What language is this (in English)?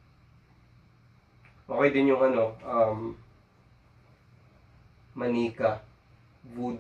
Filipino